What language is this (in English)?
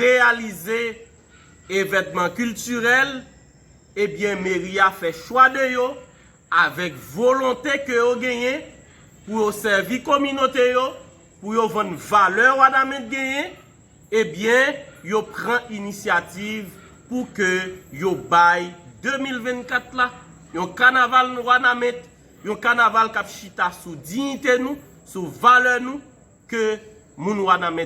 Haitian Creole